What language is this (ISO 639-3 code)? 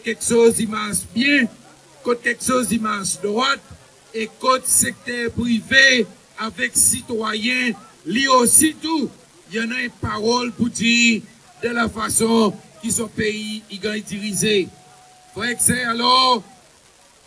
crs